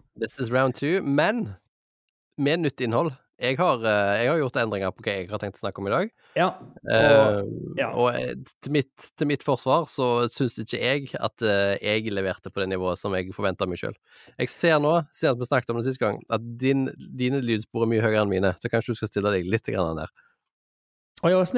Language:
Norwegian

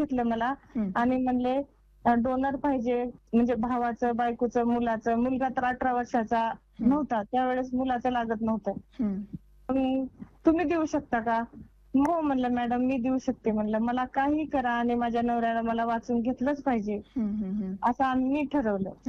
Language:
Marathi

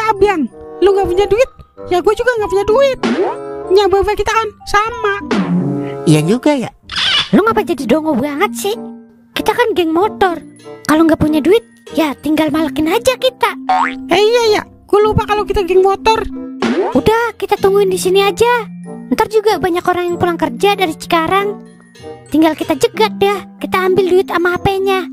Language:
Betawi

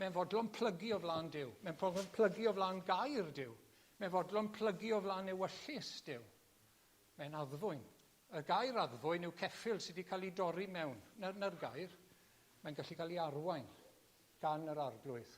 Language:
Welsh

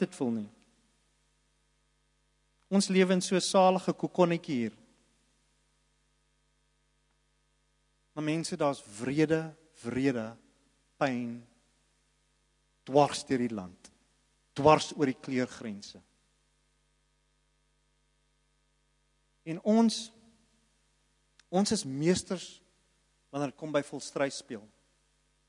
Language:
Afrikaans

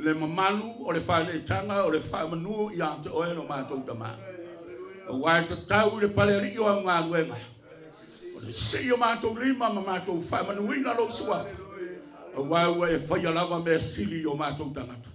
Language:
Samoan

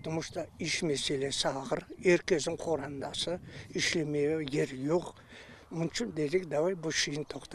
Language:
Crimean Tatar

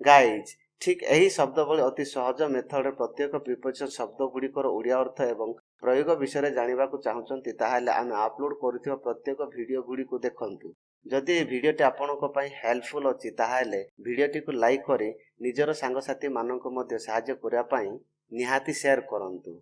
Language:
Odia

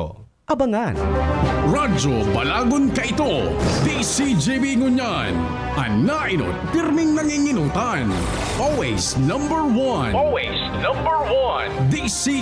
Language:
Bikol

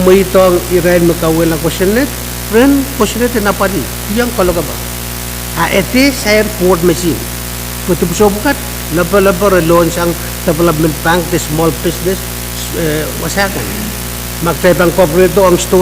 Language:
Pohnpeian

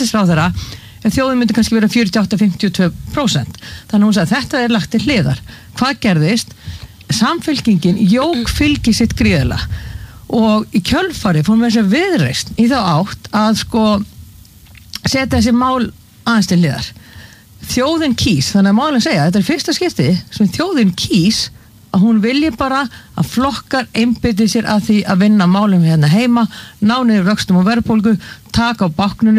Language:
Icelandic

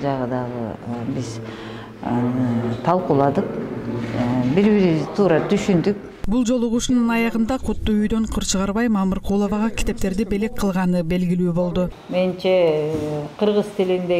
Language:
Kyrgyz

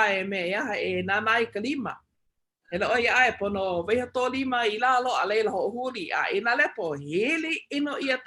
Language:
Hawaiian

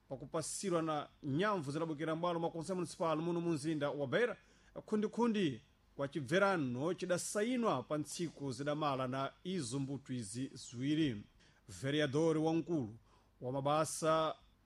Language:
Sena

